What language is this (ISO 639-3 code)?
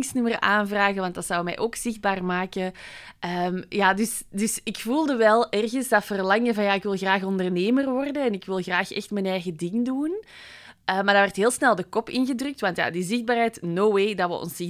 nld